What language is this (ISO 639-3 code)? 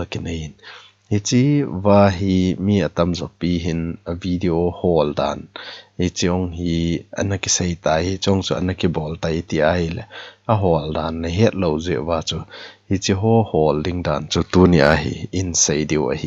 tcz